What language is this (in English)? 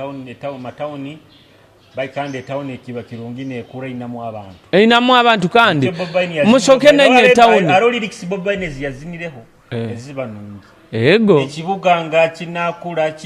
Nyoro